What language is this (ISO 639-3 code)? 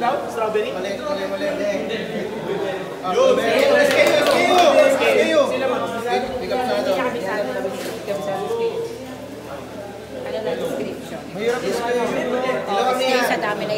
fil